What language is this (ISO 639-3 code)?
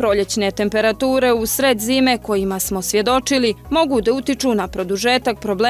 bos